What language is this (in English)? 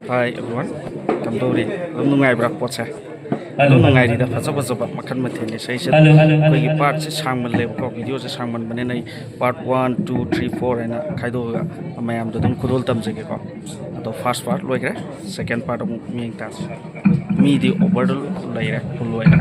Manipuri